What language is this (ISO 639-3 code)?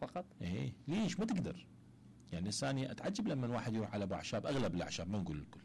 acm